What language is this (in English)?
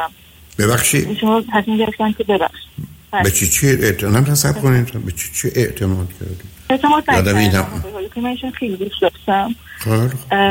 Persian